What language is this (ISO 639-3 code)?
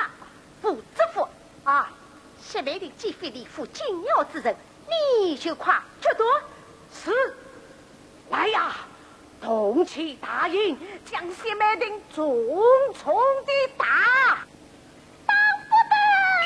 wuu